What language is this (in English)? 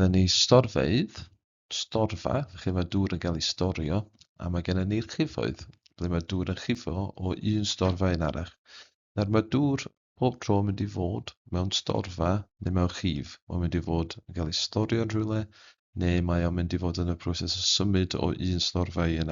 Welsh